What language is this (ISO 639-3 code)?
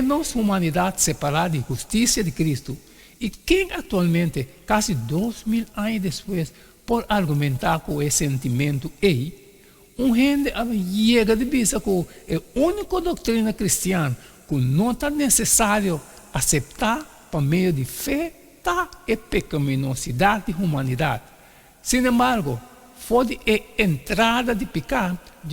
pap